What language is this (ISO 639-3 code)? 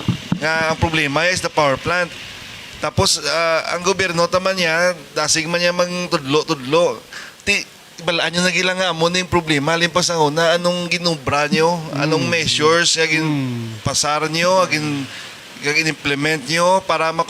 hil